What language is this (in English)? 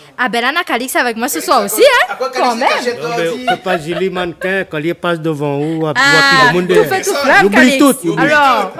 Réunion Creole French